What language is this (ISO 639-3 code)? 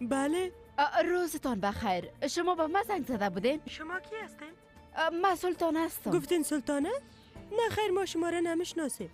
fas